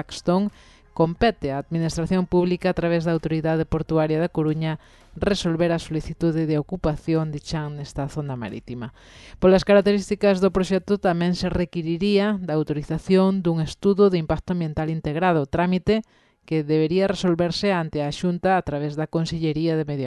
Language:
Galician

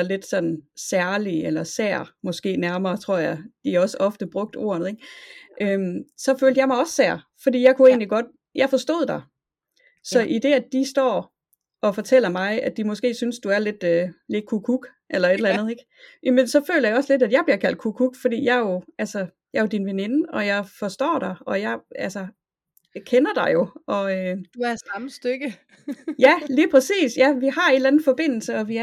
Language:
Danish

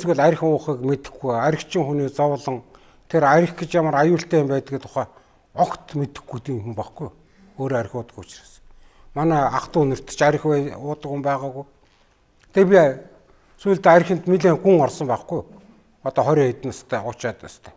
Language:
Mongolian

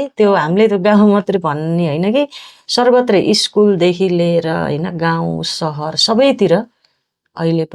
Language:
Nepali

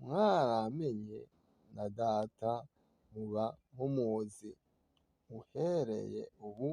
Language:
Rundi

